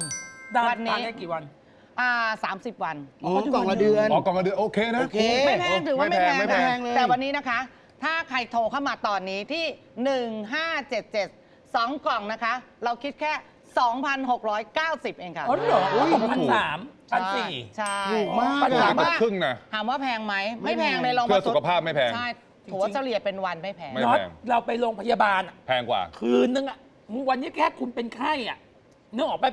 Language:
Thai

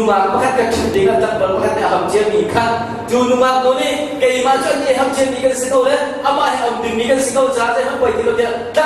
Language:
Hakha Chin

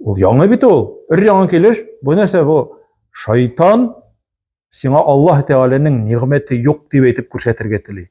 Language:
Tatar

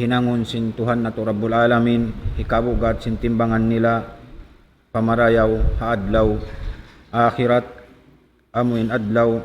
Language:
Tausug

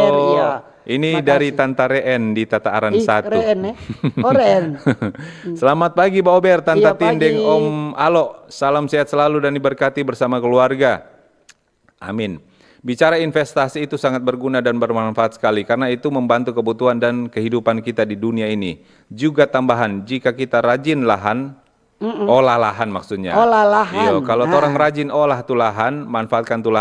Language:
Manado Malay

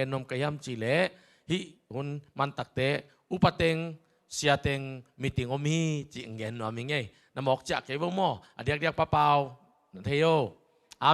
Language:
Tedim Chin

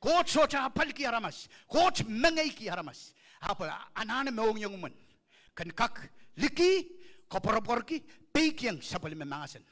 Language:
Pohnpeian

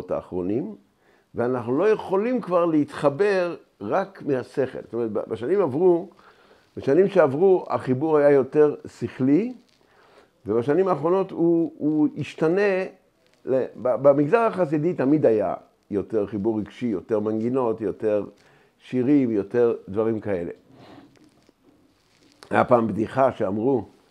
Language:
Hebrew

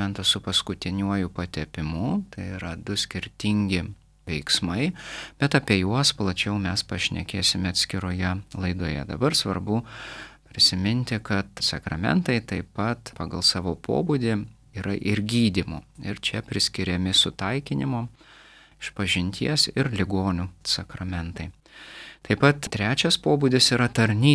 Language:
Lithuanian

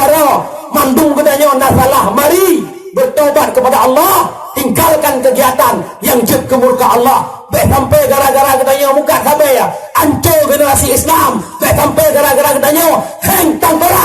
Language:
Achinese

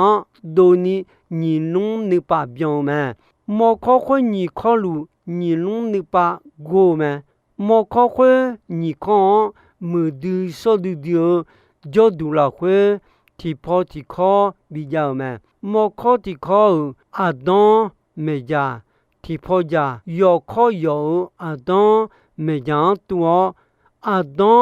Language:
Akha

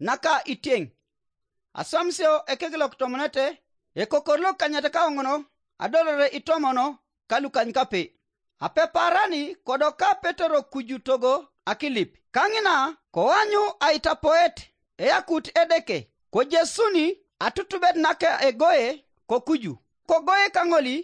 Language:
Teso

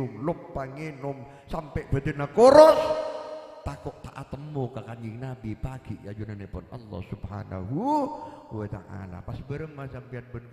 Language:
Madurese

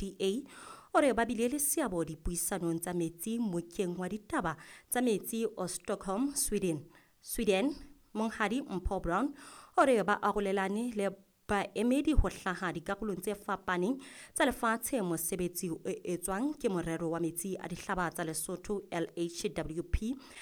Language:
Southern Sotho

